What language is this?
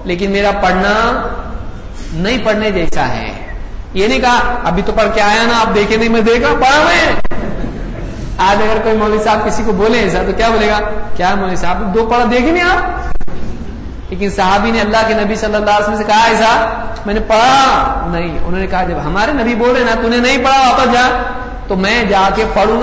Urdu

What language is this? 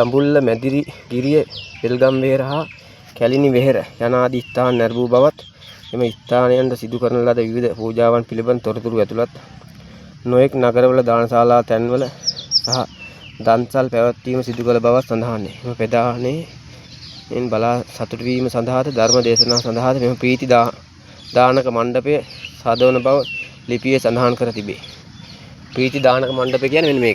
Sinhala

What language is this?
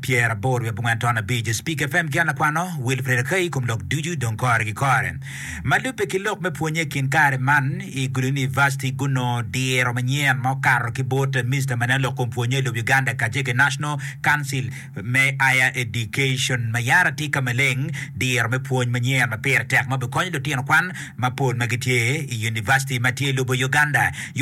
Acoli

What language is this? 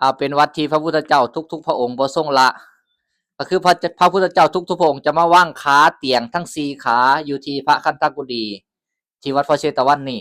Lao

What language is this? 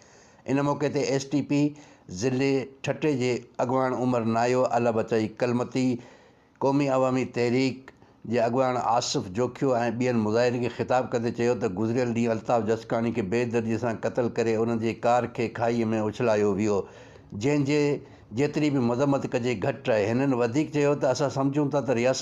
Sindhi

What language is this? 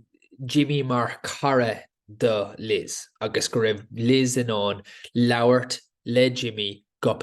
Irish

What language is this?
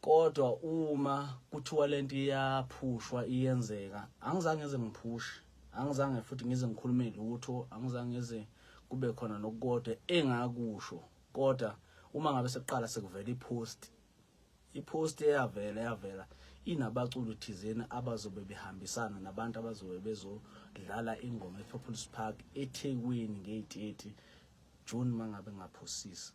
Zulu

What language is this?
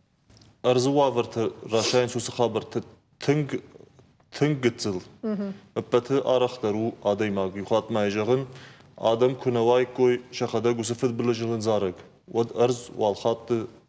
Ossetic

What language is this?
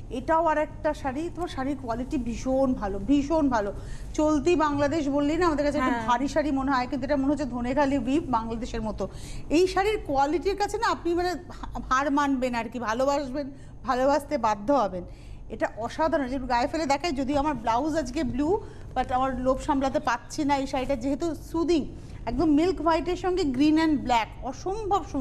Bangla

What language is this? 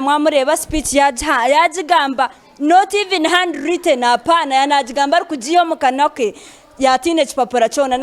Nyankole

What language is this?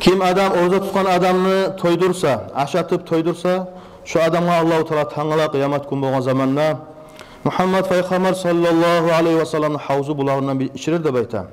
Kumyk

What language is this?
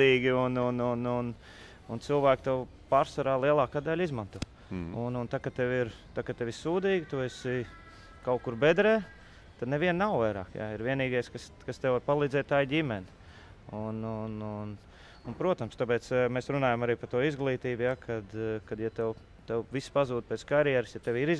Latvian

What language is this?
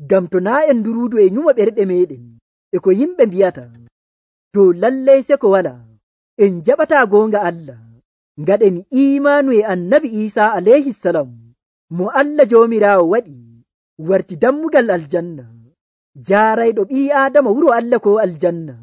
Nigerian Fulfulde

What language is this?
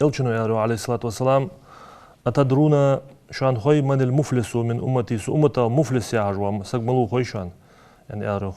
Ingush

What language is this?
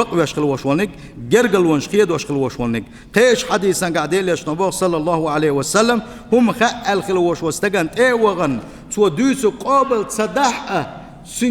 Chechen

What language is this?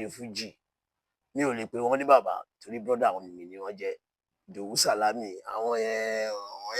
Yoruba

